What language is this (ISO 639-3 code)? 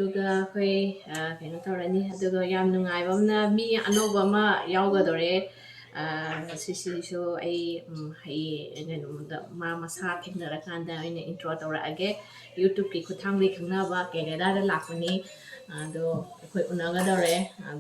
mni